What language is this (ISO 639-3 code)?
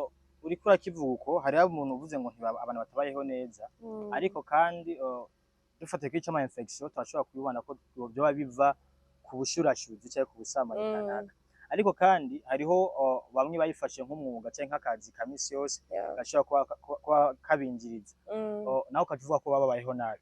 run